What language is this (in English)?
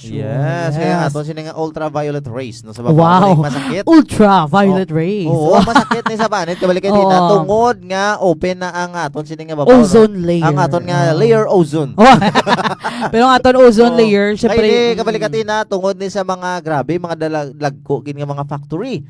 Hiligaynon